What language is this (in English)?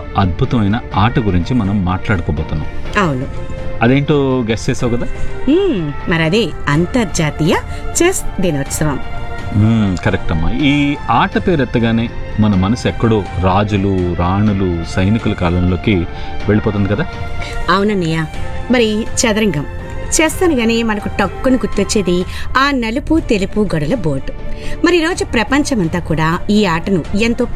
Telugu